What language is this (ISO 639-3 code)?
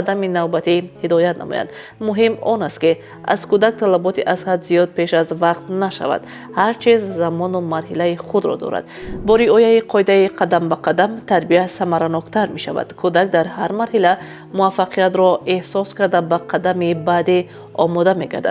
tgk